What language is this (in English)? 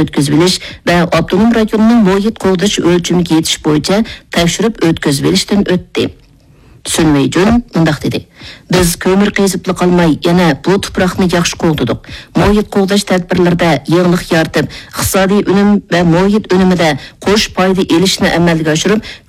Uyghur